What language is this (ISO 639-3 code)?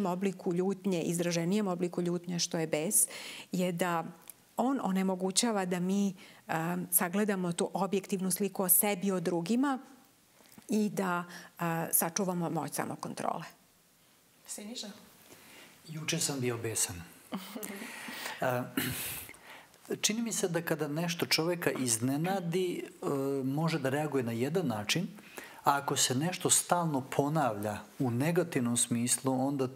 srp